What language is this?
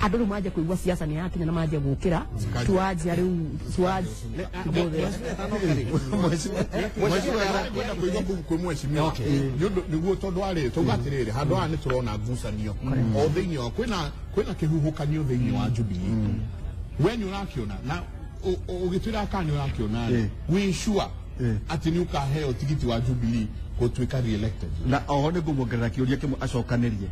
Kikuyu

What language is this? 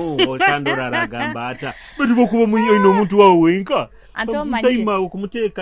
Nyoro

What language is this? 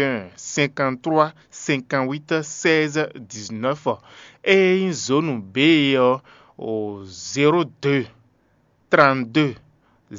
Fon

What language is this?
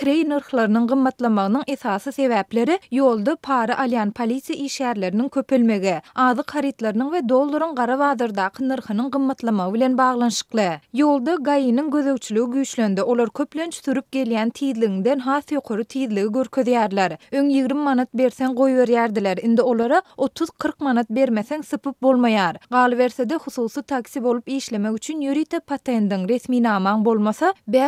Turkmen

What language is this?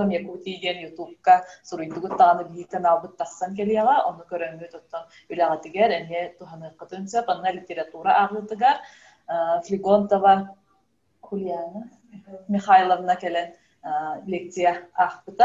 Yakut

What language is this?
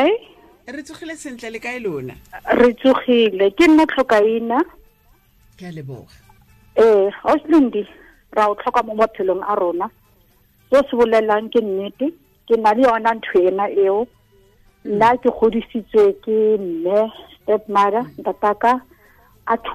Tswana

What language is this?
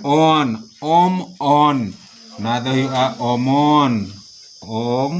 Santali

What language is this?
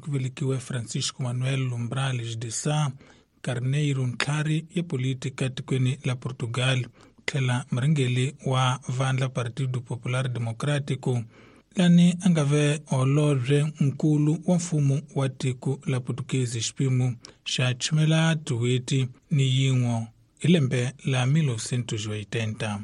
Tsonga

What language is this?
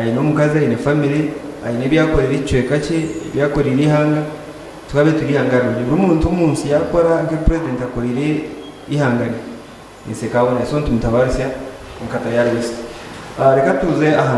Nyankole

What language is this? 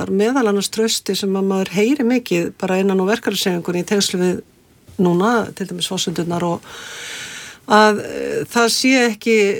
Icelandic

